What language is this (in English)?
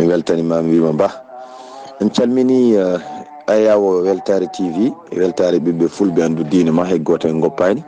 Fula